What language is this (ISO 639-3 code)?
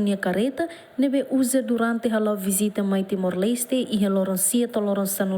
tet